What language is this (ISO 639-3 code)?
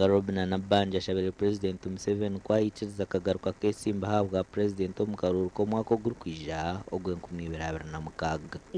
nyn